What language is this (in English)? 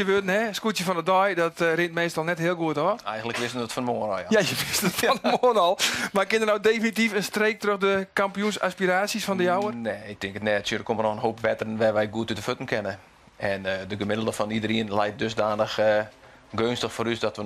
Western Frisian